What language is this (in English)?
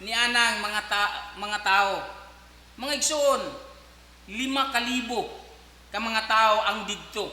Cebuano